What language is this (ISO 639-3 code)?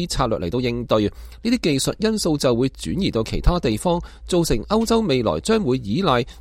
yue